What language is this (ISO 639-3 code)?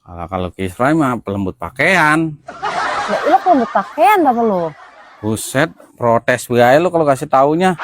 bew